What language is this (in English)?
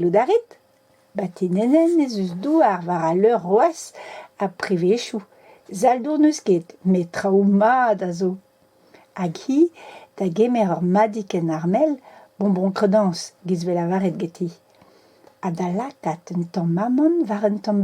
Breton